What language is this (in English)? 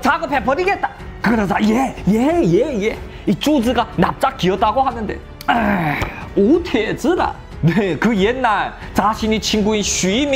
Korean